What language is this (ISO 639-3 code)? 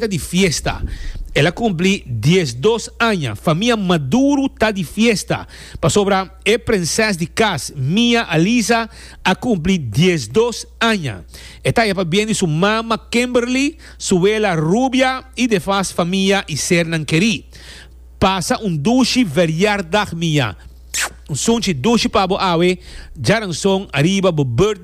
pap